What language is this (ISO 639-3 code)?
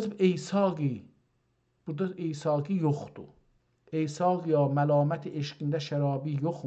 azb